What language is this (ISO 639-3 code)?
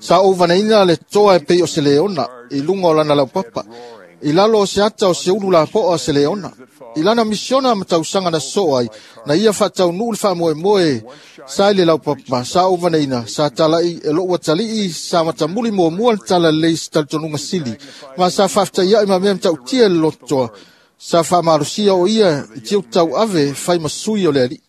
smo